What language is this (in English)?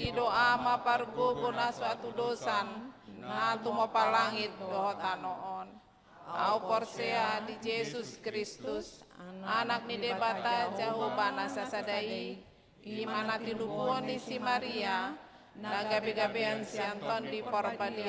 Batak Toba